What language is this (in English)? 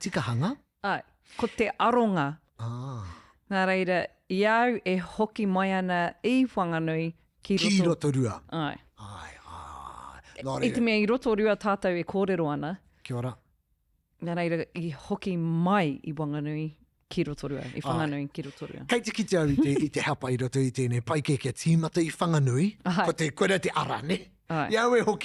Māori